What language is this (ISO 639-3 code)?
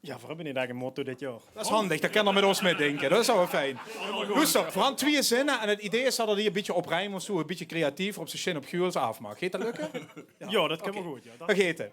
lim